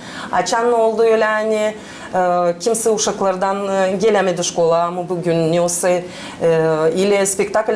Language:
Gagauz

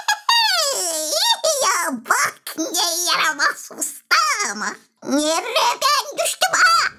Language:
Gagauz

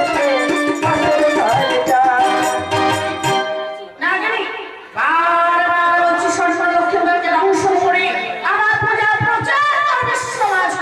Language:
Bangla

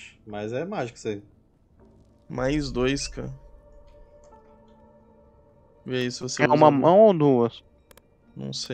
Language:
Portuguese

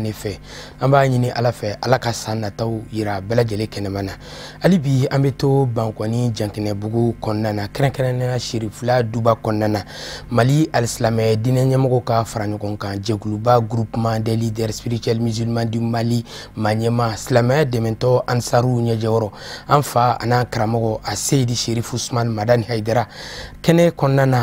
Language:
Bambara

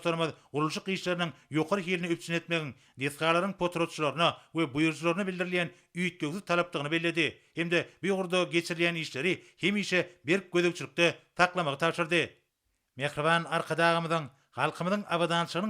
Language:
Turkmen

